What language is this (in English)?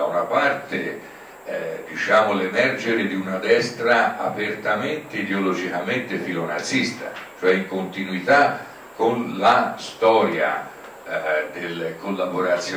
Italian